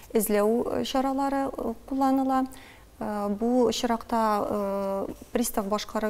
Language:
Tatar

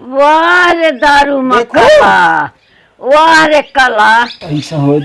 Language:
Awadhi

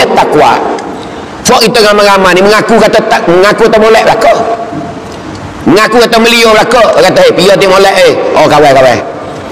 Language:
Malay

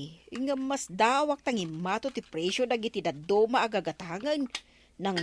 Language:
Iloko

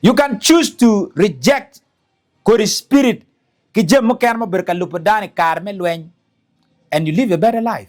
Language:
Acoli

